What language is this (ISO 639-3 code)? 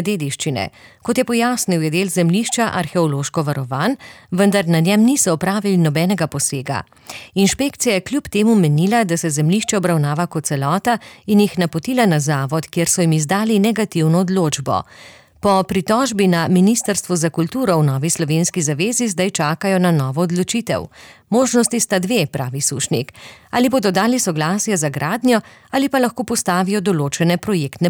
slv